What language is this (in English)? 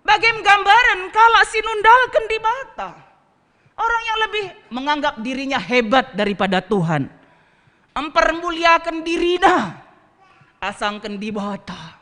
Batak Karo